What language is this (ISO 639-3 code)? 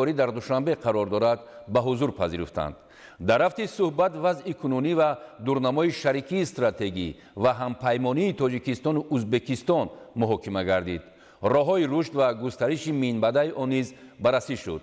tgk